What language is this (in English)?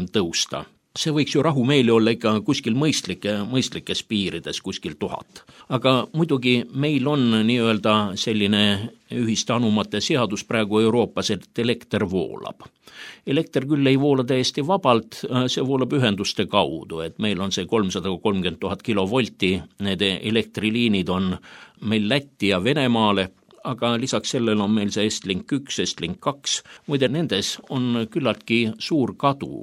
Estonian